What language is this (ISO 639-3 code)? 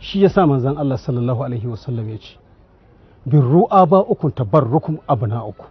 hau